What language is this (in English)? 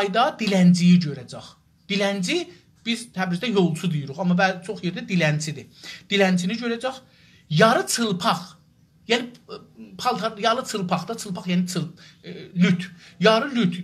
South Azerbaijani